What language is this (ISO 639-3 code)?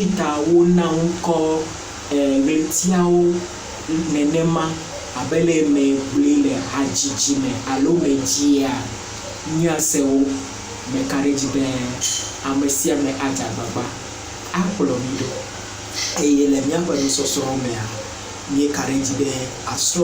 ewe